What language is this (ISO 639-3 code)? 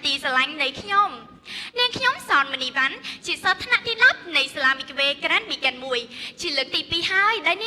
khm